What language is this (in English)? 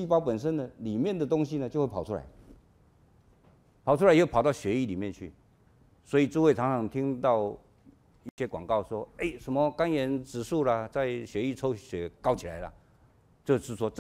Chinese